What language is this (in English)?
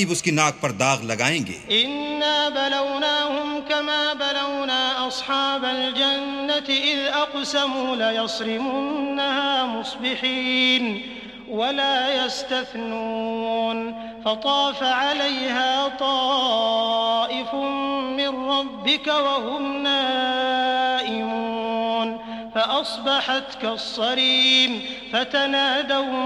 Urdu